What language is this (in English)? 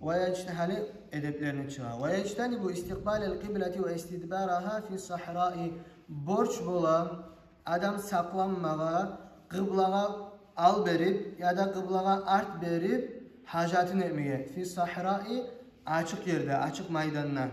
Kumyk